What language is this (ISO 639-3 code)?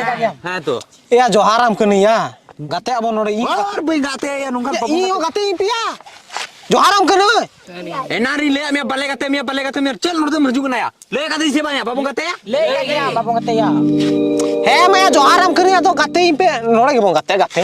sat